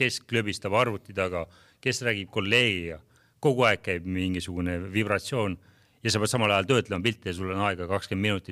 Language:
Estonian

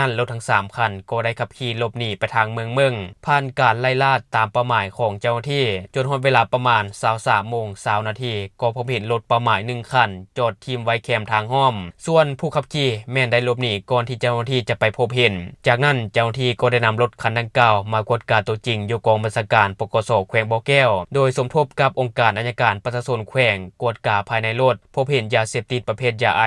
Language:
Lao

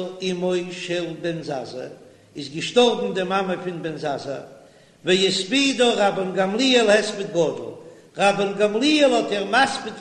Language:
Yiddish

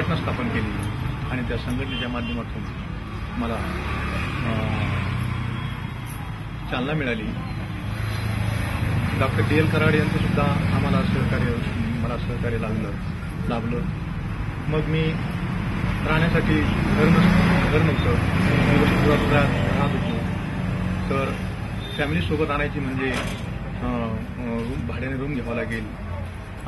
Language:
Marathi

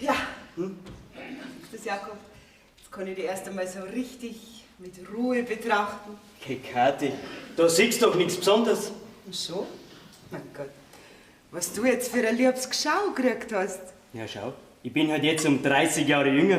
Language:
Bavarian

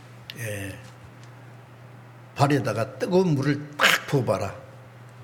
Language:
Korean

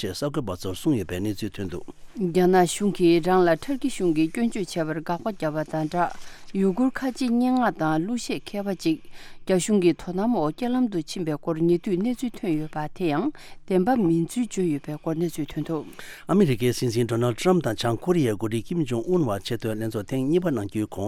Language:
Tibetan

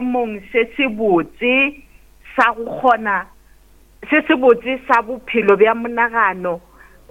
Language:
Northern Sotho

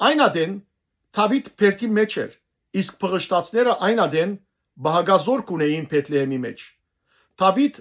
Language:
Western Armenian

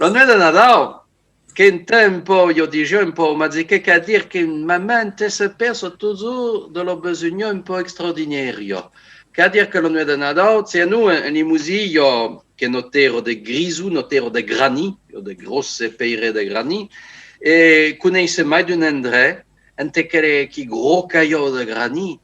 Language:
Occitan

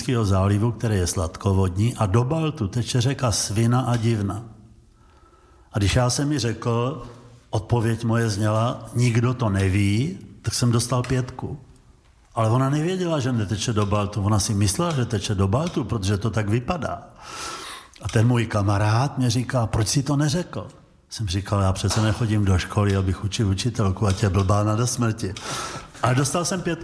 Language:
Czech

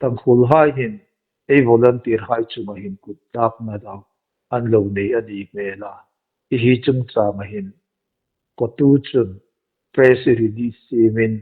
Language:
Hmar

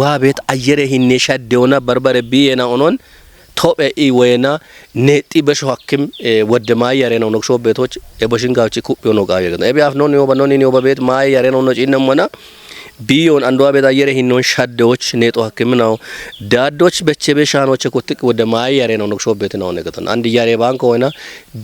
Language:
Kafa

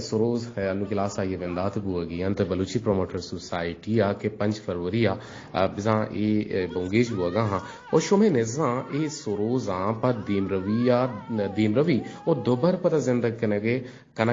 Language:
Eastern Balochi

